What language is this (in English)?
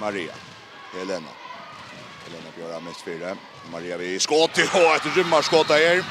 Faroese